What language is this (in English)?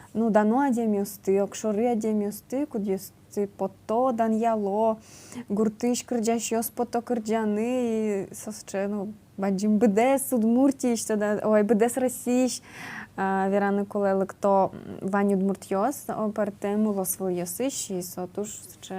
Udmurt